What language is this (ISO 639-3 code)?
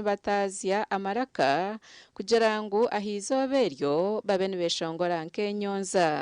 nyn